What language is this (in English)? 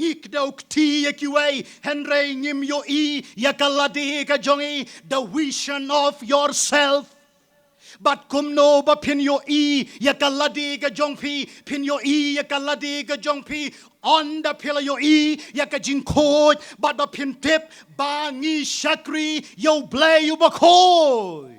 Khasi